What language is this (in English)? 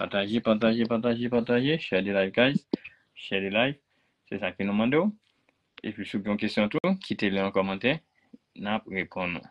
Haitian Creole